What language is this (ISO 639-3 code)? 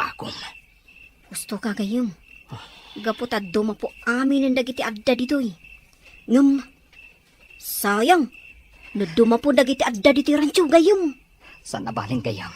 ilo